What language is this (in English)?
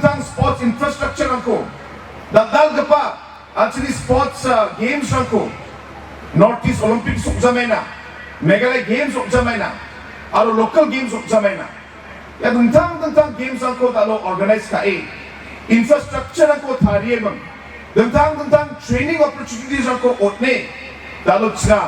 Garo